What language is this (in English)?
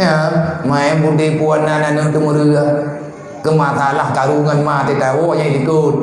Achinese